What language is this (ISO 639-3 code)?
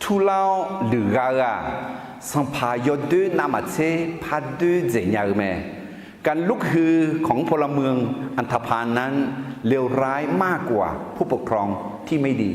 ahk